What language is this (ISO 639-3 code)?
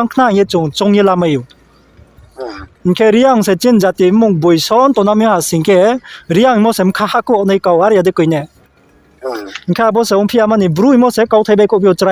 ria